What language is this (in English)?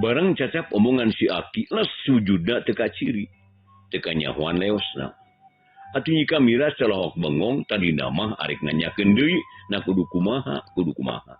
Sundanese